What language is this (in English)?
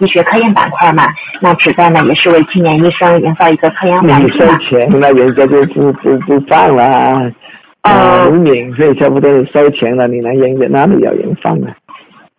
Chinese